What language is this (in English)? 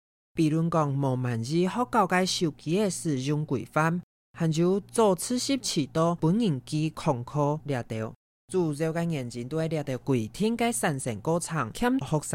Hakka Chinese